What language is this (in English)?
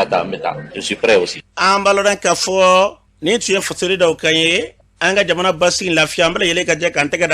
Bambara